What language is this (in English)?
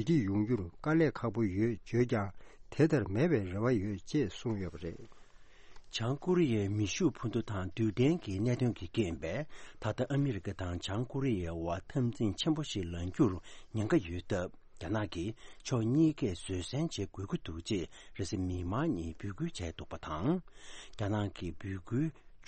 Tibetan